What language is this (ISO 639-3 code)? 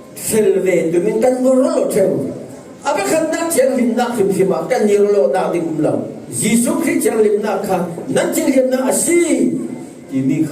cfm